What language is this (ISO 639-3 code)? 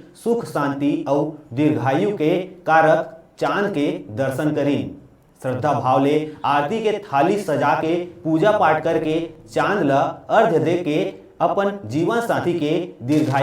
hne